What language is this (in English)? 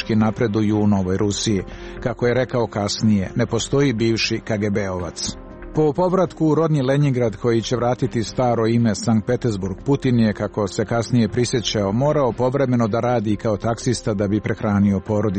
Serbian